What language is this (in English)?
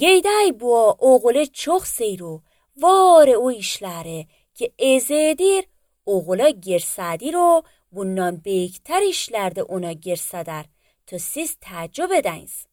Azerbaijani